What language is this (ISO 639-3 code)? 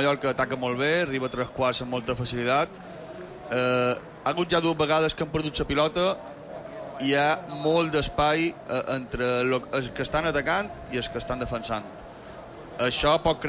cat